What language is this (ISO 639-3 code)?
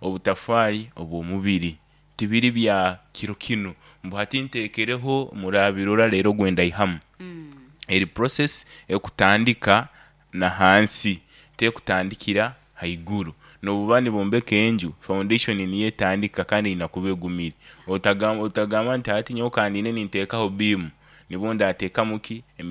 nyn